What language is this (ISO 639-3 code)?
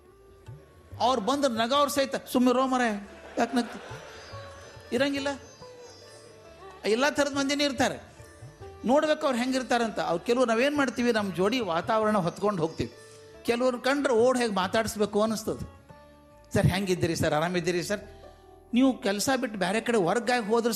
kan